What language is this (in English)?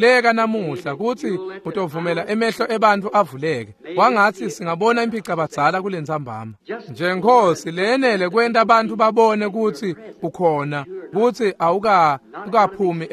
Swati